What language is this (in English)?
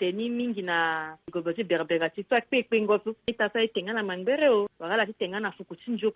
Sango